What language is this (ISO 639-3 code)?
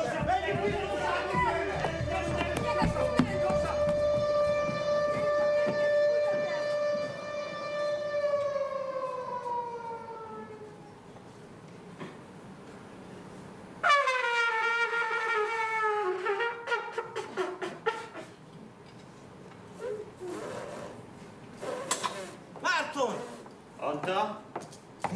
hun